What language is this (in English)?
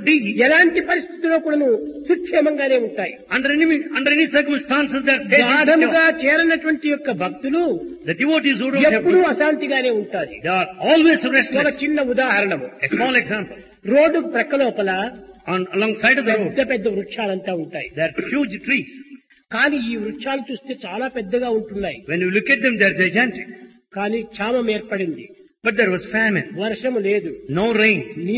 Telugu